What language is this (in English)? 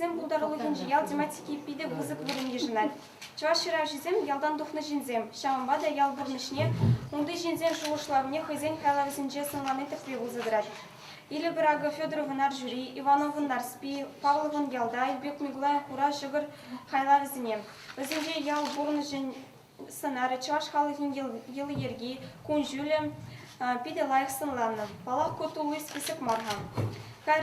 Chuvash